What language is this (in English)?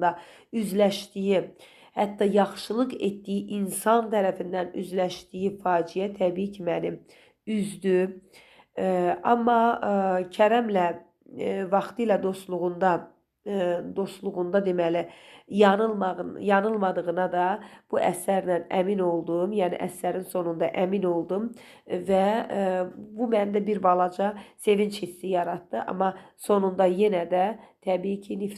Azerbaijani